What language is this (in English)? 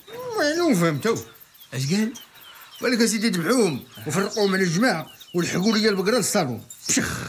Moroccan Arabic